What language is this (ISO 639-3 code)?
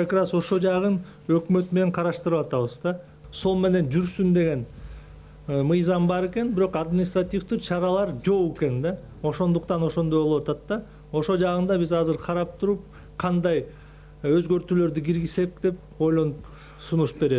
kir